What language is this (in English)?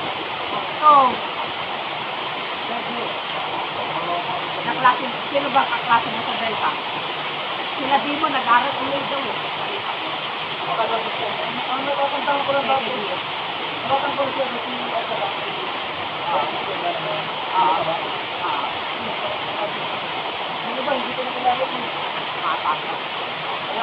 Filipino